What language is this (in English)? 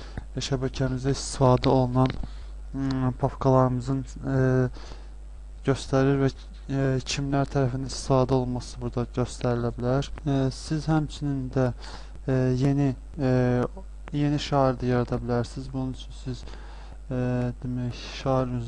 Azerbaijani